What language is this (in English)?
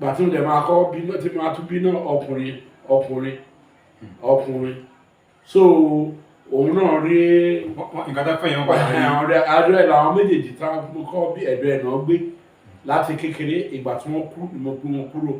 Yoruba